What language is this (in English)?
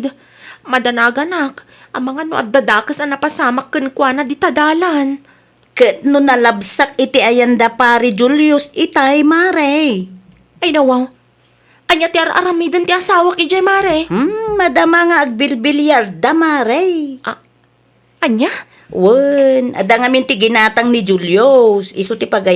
Iloko